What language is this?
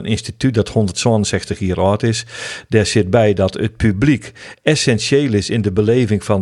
Western Frisian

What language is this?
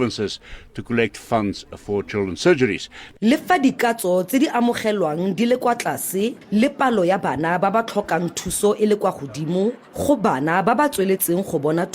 Tswana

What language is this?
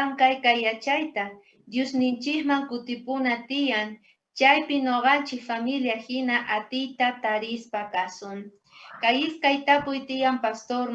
South Bolivian Quechua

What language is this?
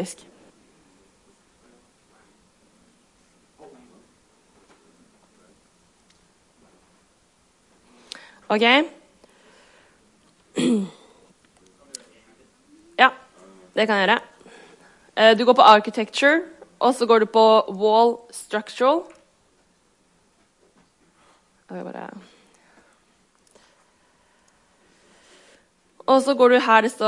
Norwegian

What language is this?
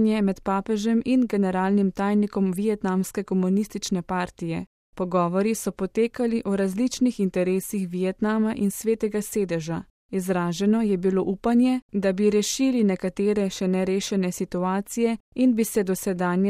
Slovenian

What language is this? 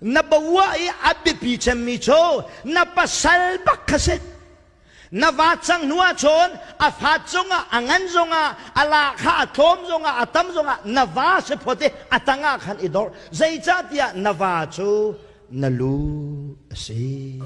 Hakha Chin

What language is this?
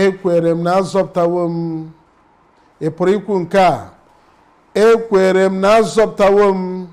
Igbo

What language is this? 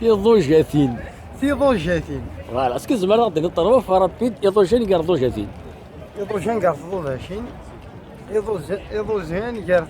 Kabyle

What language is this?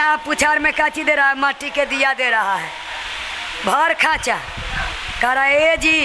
Magahi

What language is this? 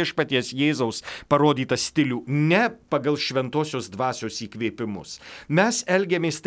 Lithuanian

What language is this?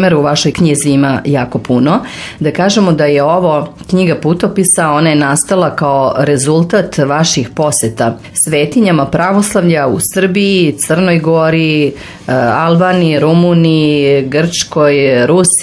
Serbian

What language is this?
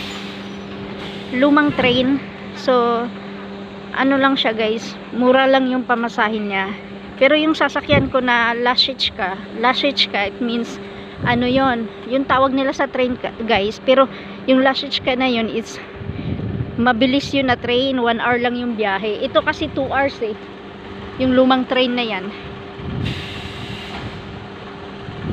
Filipino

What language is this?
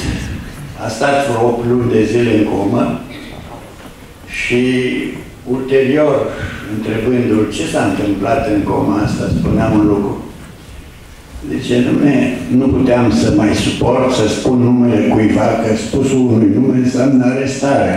Romanian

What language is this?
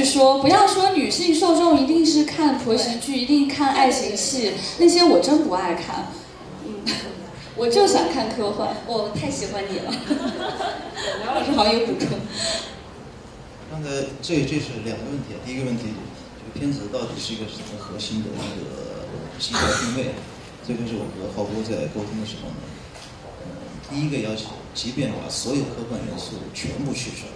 Chinese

